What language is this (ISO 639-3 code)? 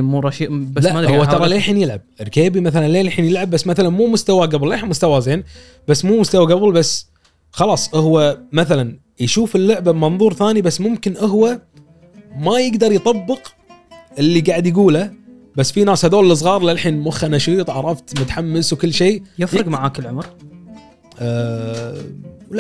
afb